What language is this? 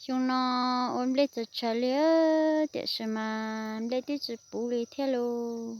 Hmong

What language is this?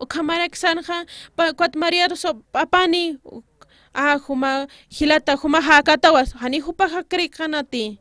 Aymara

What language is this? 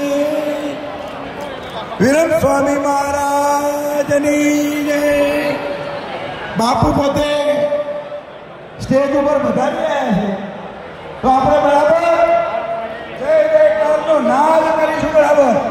Gujarati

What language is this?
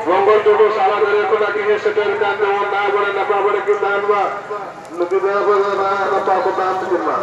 Santali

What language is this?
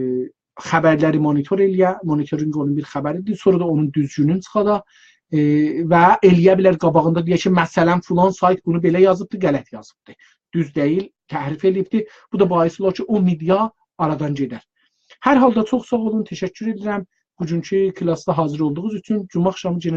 South Azerbaijani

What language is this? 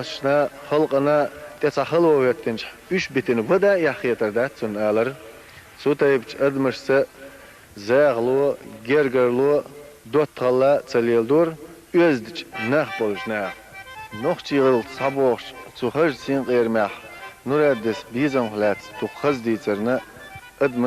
Chechen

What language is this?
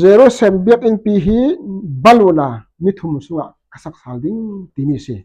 Falam Chin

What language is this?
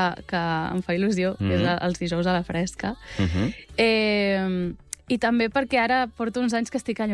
Catalan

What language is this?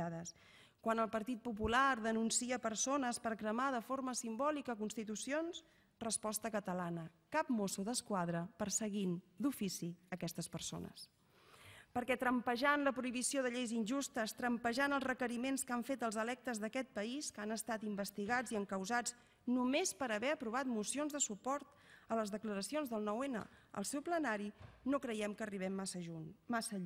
Catalan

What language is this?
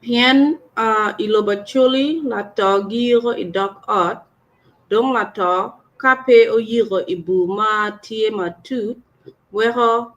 Acoli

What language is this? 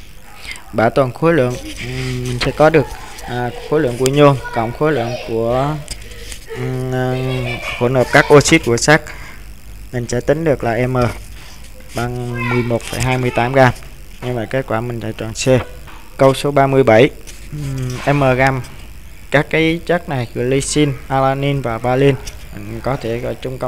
Vietnamese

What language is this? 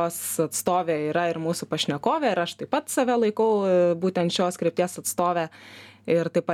Lithuanian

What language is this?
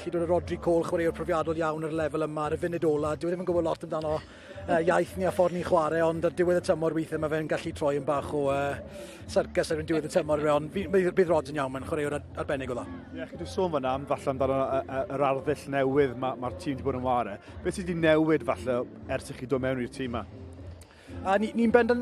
Welsh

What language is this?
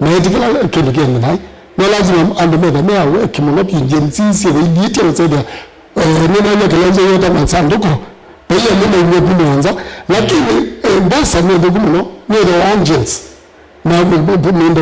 Kamba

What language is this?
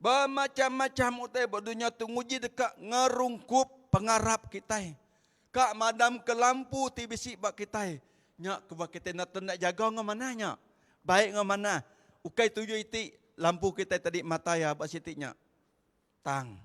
Iban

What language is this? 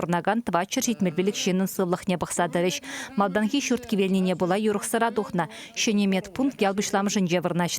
Chuvash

